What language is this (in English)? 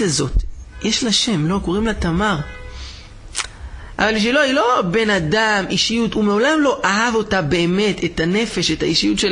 Hebrew